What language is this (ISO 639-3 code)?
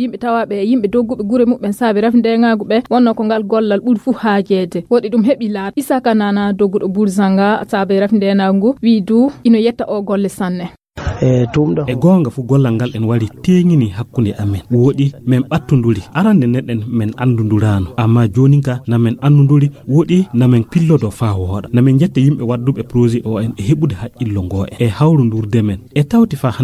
fuv